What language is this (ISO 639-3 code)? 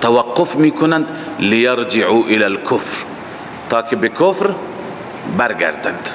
fas